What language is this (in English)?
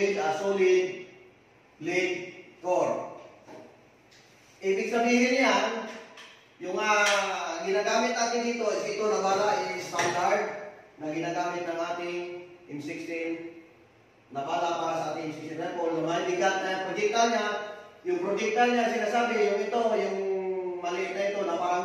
Filipino